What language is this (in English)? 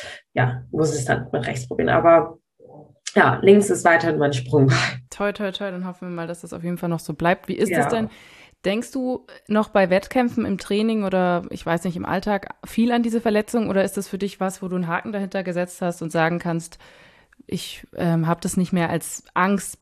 German